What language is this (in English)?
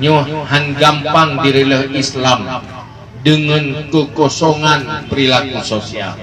Achinese